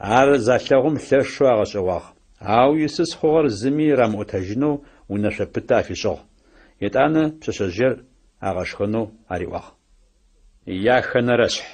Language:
Adyghe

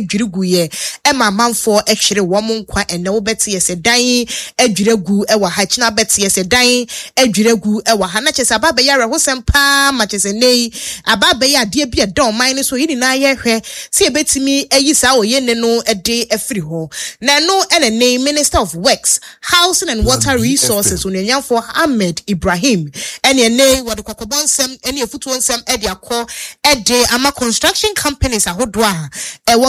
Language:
Akan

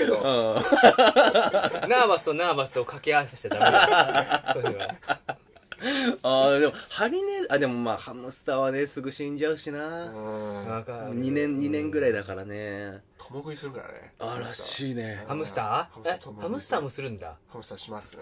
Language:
Japanese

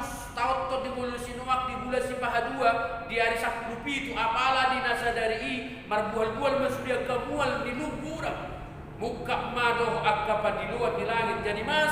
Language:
Batak Toba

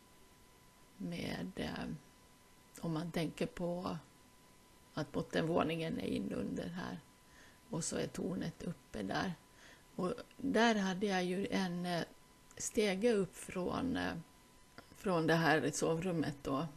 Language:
Swedish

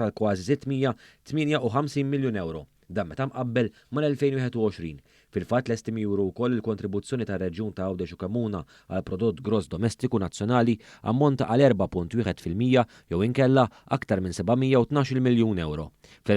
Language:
Maltese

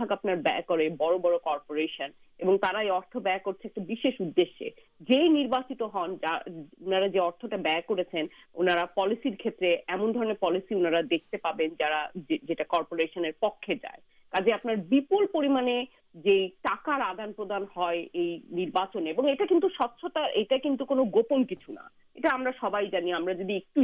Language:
Bangla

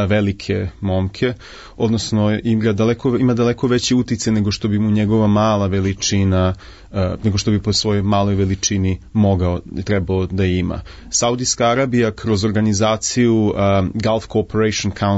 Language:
Serbian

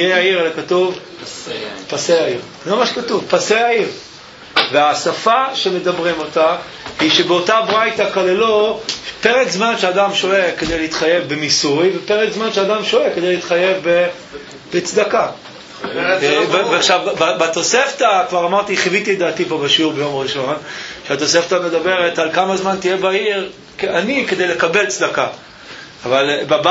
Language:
Hebrew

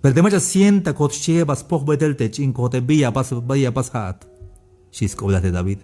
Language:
Tzeltal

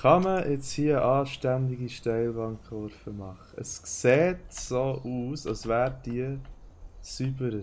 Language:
Swiss German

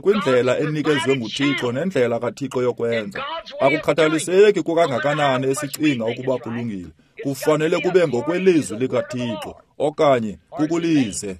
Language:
Xhosa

